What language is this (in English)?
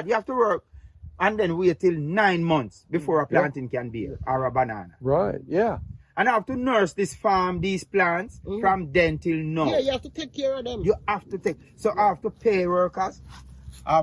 Jamaican Creole English